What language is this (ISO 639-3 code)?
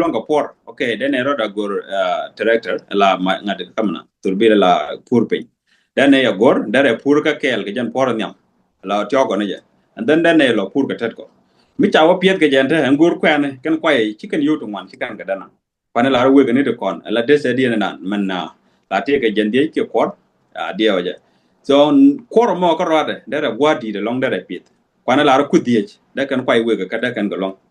nus